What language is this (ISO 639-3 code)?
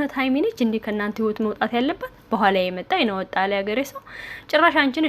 amh